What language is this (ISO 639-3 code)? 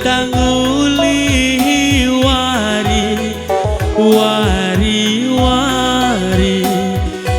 btx